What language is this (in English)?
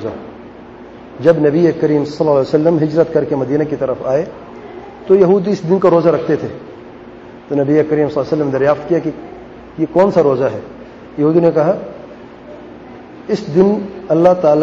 Urdu